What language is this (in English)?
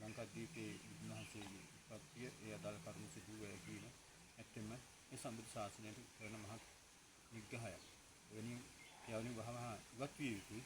Sinhala